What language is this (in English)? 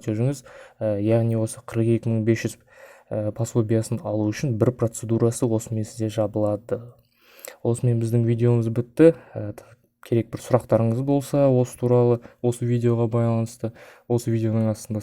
Kazakh